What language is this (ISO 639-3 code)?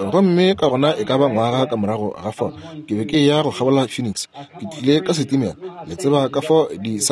nso